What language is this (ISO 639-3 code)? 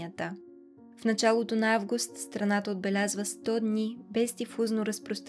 bul